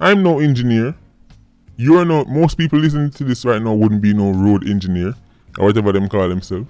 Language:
Jamaican Creole English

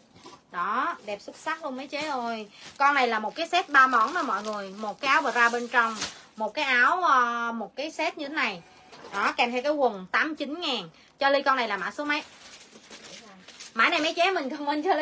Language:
Vietnamese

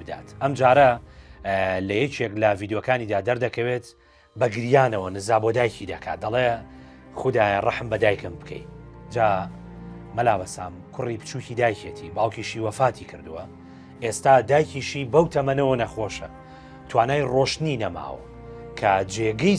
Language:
Central Kurdish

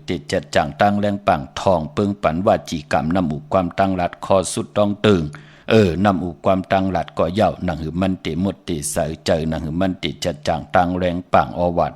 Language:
Shan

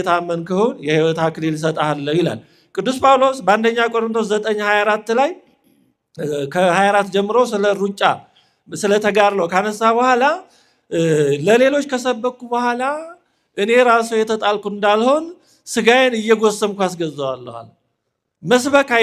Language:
Amharic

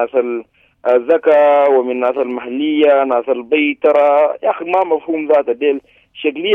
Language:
Sudanese Arabic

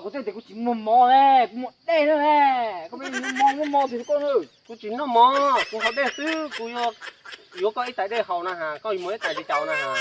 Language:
Hmong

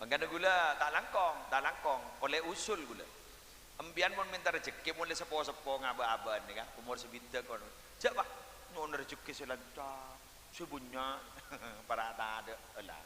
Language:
Madurese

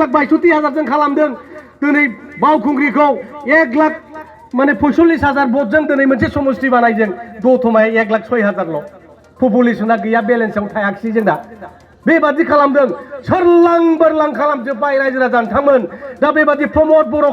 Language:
Bodo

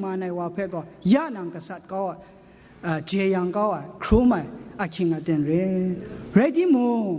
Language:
Kachin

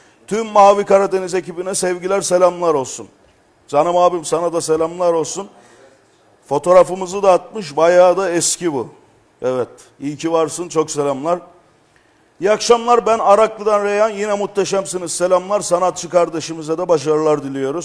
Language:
Turkish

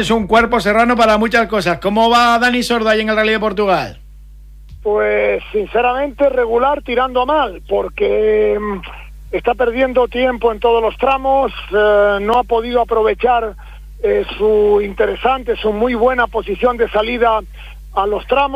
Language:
Spanish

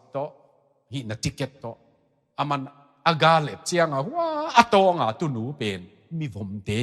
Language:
Tedim Chin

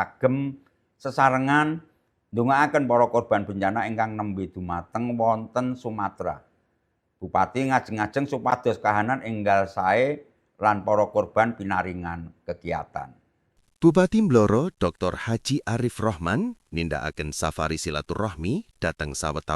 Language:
Javanese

